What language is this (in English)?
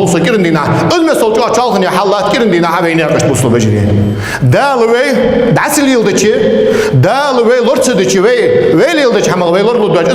Ingush